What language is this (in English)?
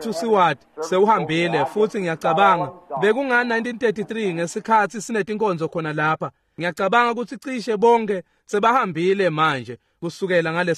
Swati